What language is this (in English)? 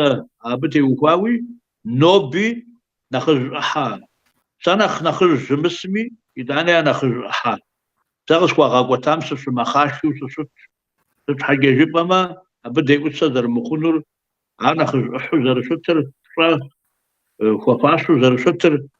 Kabardian